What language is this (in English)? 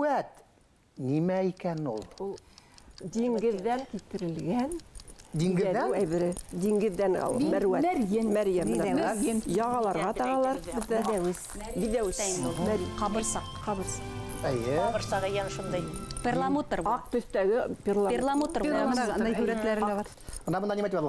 Bashkir